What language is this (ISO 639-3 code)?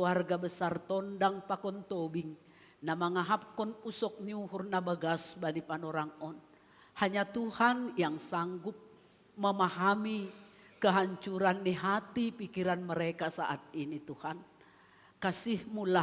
bts